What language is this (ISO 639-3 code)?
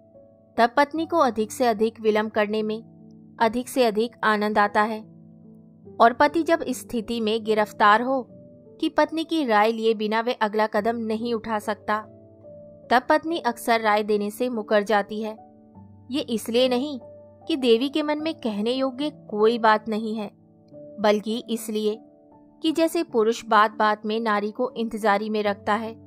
hin